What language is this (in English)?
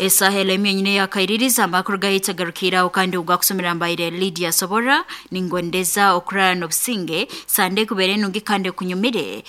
Nyankole